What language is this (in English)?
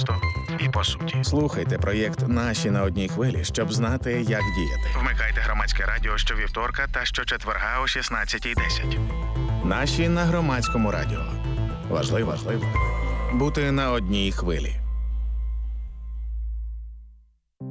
Ukrainian